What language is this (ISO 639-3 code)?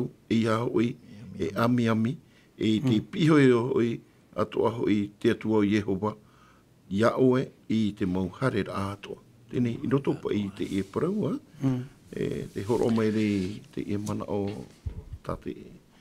tah